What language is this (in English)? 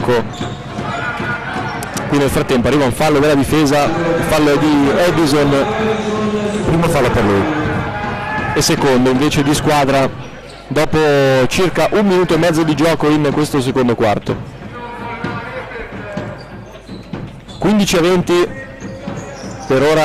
Italian